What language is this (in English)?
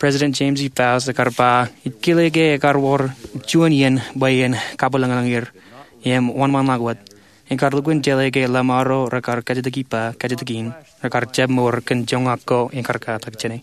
Marshallese